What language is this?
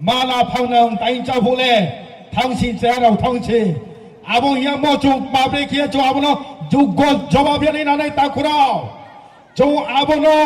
Riang (India)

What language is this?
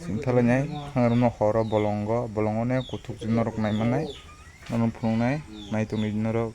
Kok Borok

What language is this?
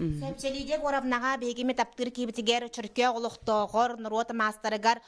Yakut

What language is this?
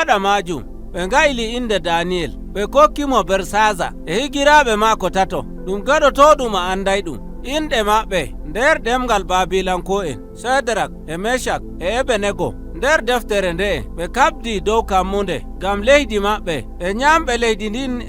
Nigerian Fulfulde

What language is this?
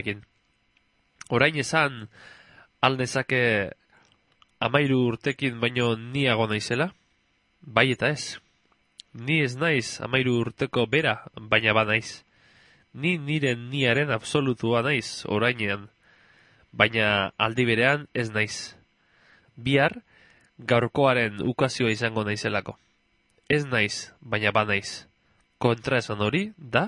Basque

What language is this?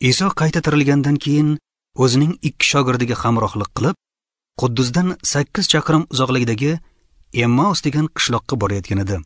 Uzbek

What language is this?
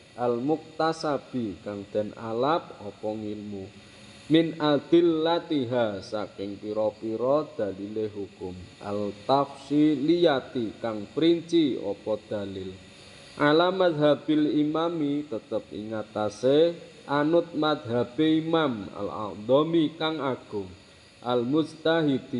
Javanese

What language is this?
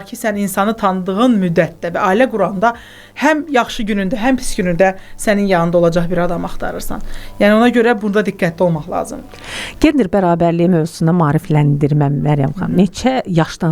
Azerbaijani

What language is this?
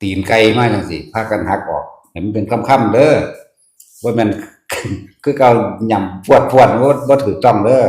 Northeastern Thai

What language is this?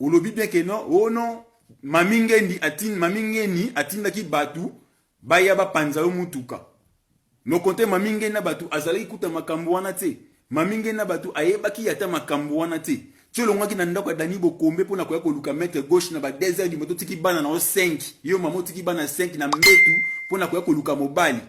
Lingala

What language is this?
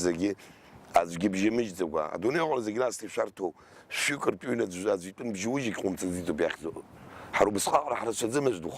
Abkhazian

